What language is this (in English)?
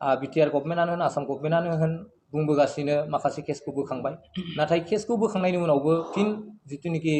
Bodo